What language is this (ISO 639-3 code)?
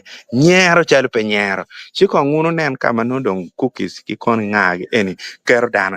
ach